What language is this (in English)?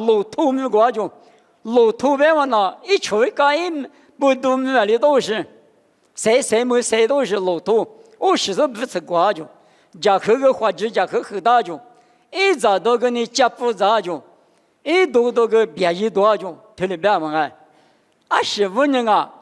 Lisu